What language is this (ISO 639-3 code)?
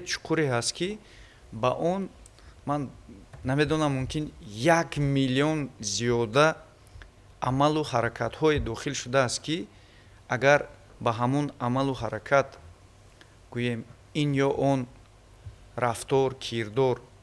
tgk